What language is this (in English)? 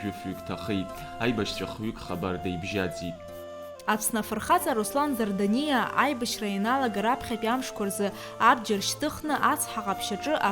Abkhazian